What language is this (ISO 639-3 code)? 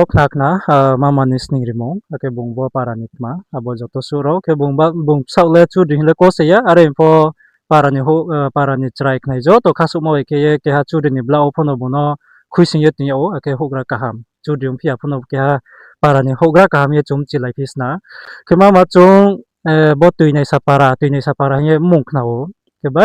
ria